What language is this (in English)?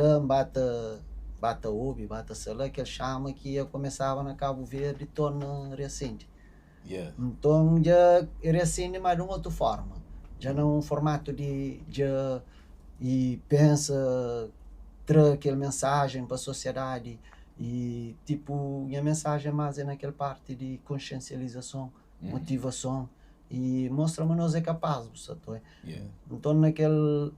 Kabuverdianu